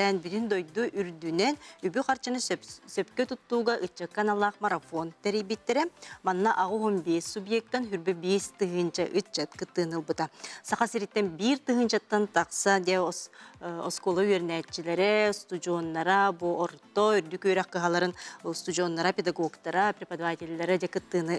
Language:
Yakut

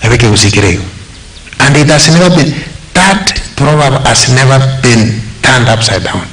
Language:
Gusii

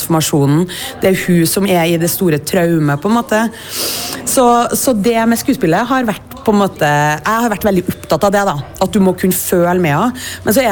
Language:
Norwegian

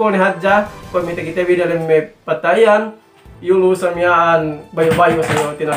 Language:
Yakan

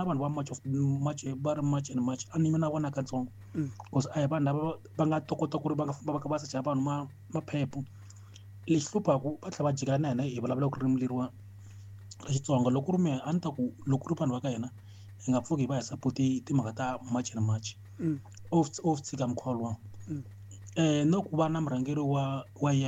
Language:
Tsonga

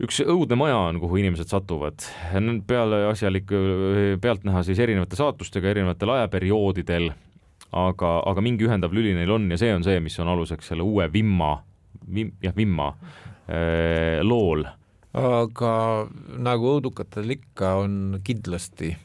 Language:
Estonian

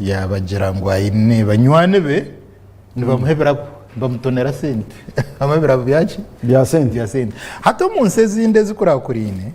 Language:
Nyankole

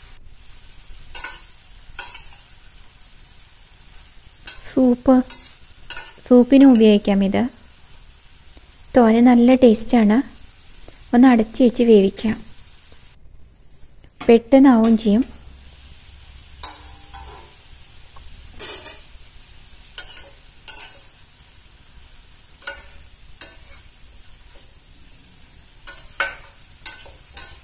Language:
Malayalam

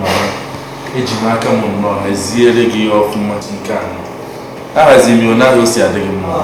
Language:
Igbo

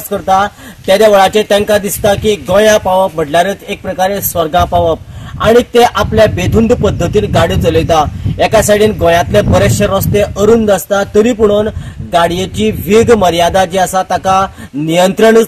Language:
Konkani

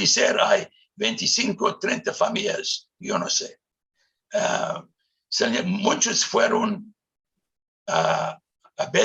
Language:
Ladino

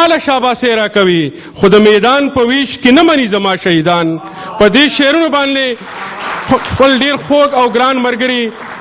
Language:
Pashto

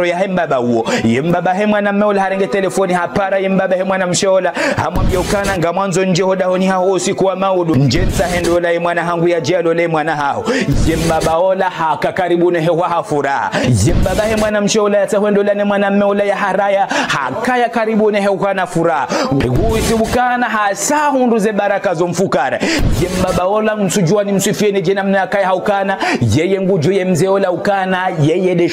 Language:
Ngazidja Comorian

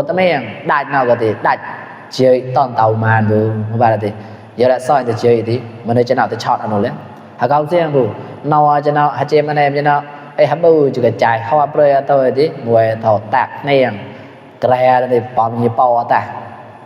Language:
Mon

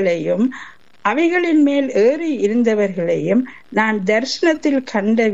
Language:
Tamil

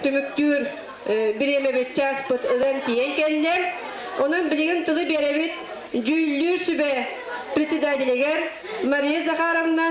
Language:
Yakut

